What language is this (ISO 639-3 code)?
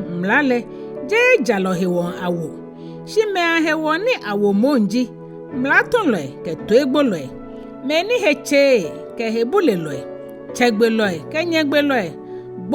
gaa